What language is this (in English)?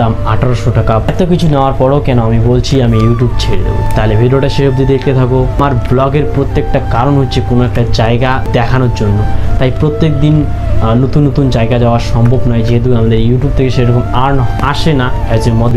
Bangla